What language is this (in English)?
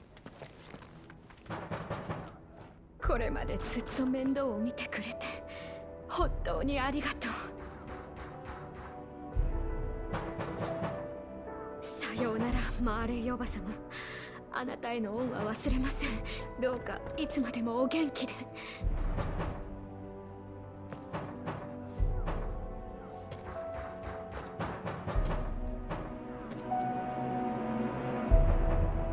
Japanese